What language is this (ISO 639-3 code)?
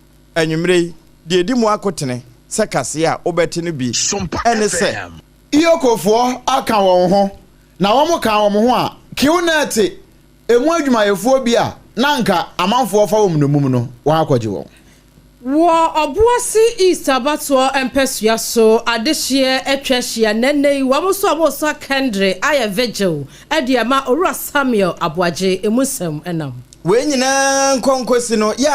aka